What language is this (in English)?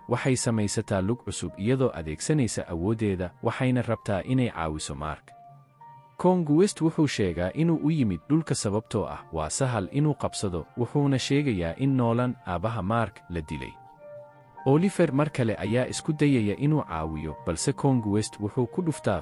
Somali